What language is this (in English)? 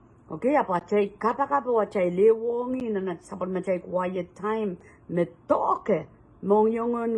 Pohnpeian